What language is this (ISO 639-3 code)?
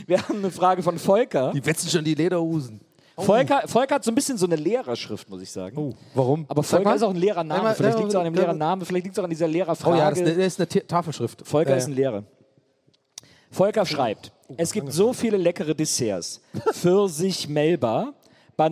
deu